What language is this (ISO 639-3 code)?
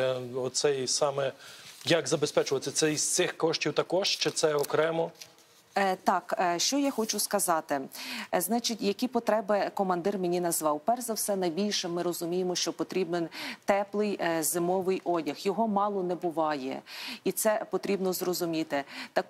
ukr